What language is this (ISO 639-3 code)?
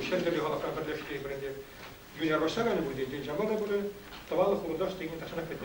chv